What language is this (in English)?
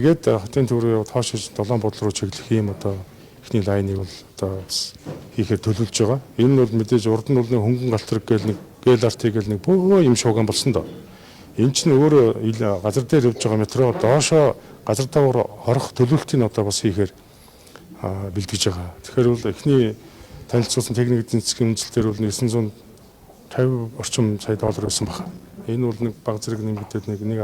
Mongolian